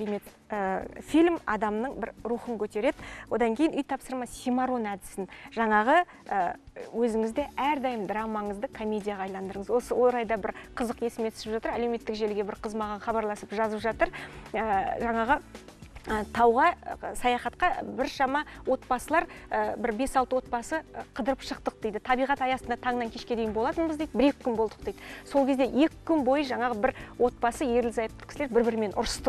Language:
Kazakh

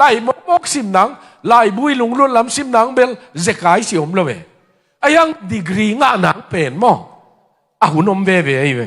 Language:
Tedim Chin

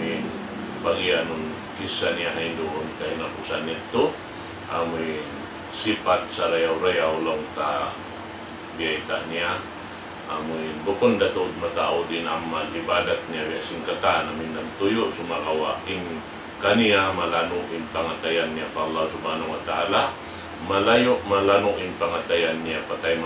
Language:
Tausug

